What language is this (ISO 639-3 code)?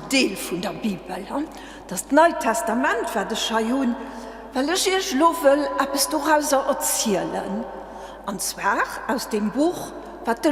ltz